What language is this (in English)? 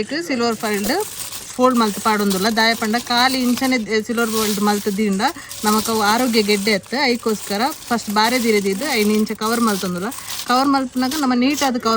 Tulu